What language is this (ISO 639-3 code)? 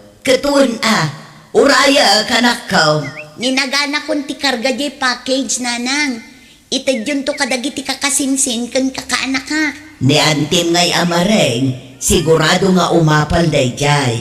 ilo